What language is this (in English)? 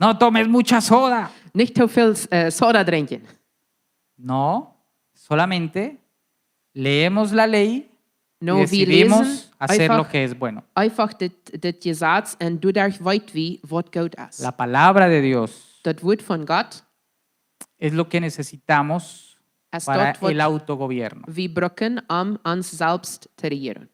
Plautdietsch